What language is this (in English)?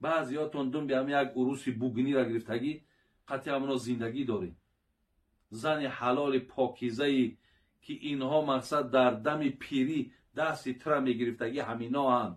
Tajik